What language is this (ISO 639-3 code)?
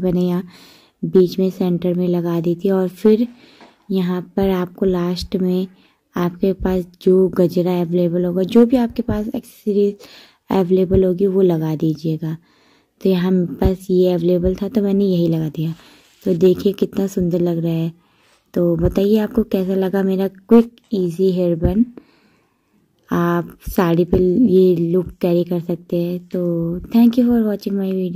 hin